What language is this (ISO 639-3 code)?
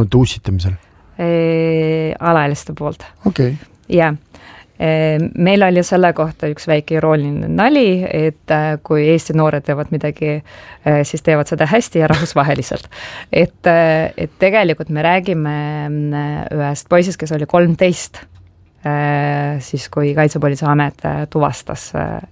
est